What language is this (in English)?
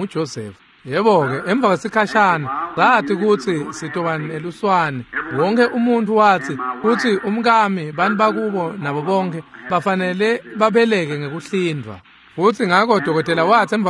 Swati